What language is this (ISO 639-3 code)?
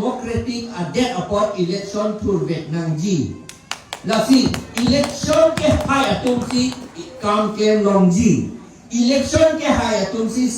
mjw